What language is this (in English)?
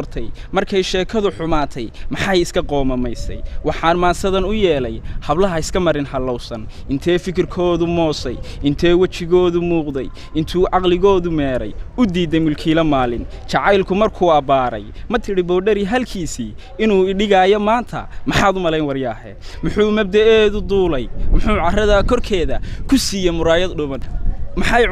Somali